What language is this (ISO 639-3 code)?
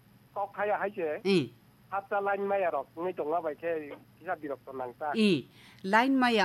trp